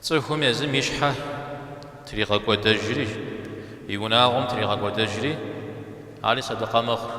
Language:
Kabardian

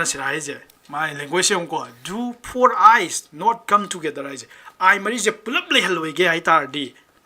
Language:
Manipuri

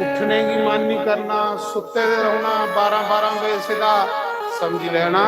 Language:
Dogri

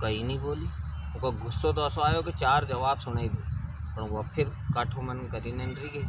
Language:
Rajasthani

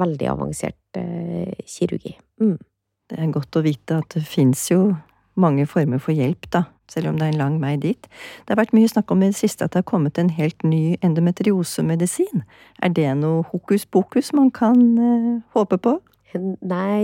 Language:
Norwegian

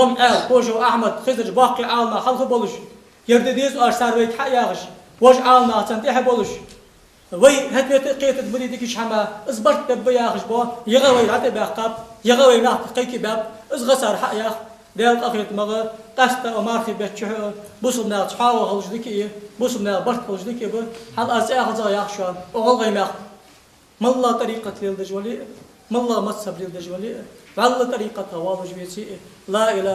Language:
Ingush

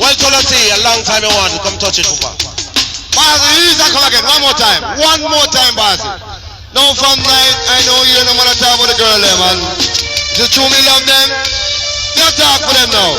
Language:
Jamaican Creole English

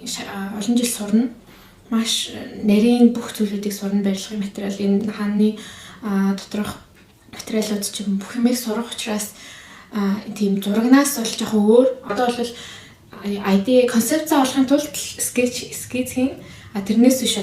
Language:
Mongolian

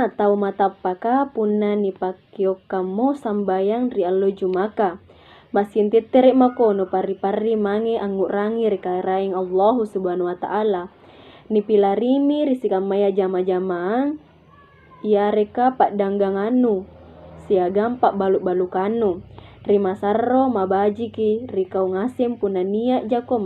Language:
Makasar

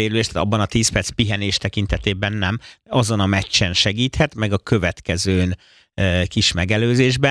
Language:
Hungarian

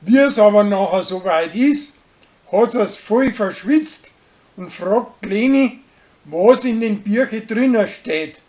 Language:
Bavarian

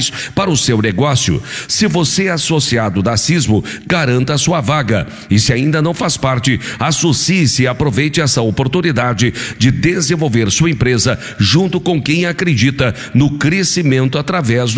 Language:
Portuguese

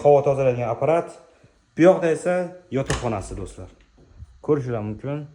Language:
Uzbek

